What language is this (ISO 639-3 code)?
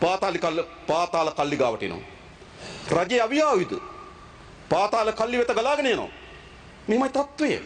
sin